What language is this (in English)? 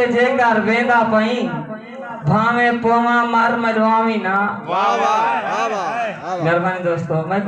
Saraiki